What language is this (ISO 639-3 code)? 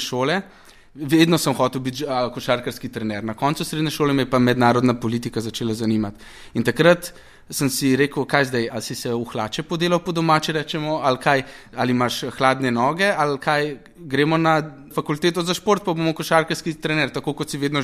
slv